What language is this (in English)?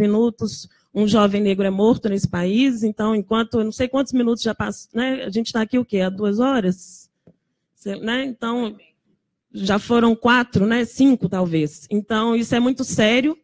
Portuguese